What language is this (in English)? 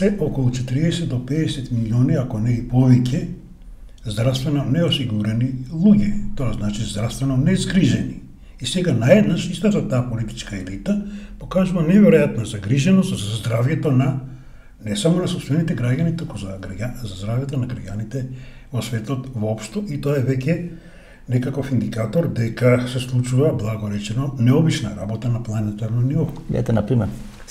Macedonian